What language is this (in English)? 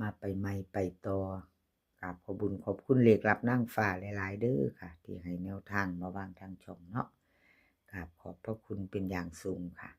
Northeastern Thai